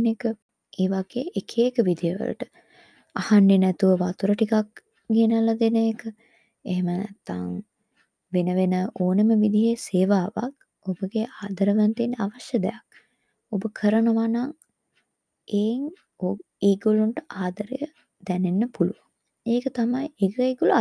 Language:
Sinhala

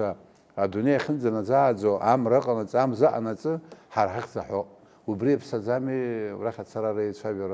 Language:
Abkhazian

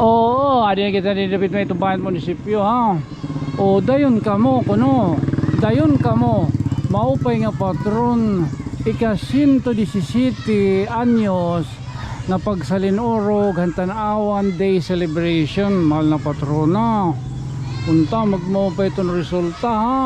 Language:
Waray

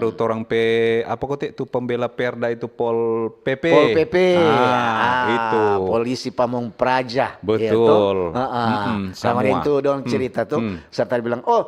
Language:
Manado Malay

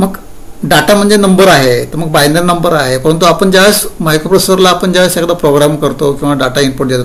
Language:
Marathi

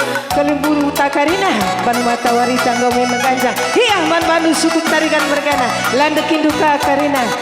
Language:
Batak Karo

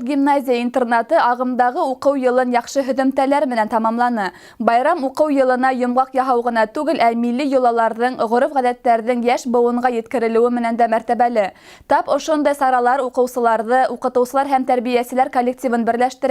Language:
Bashkir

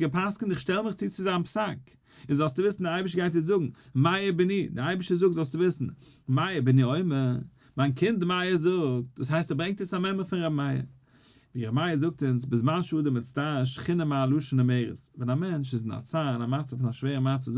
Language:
Yiddish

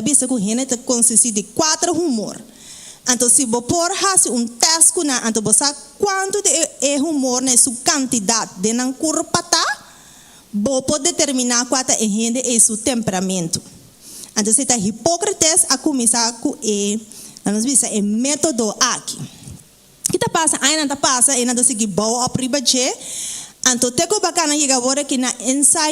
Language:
Papiamento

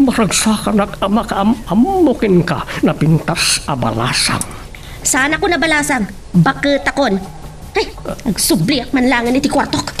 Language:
Iloko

